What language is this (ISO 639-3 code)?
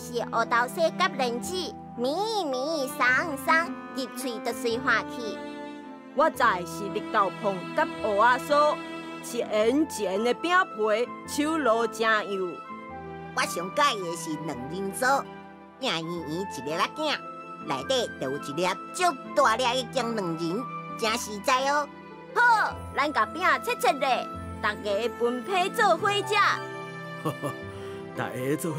nan